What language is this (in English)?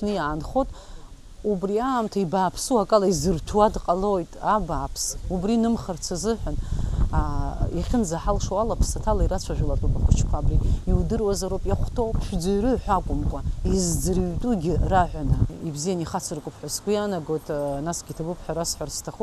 Abkhazian